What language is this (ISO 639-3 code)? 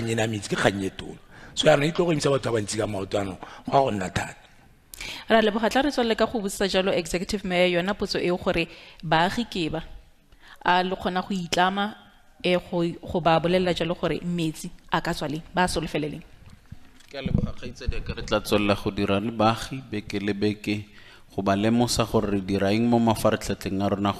tsn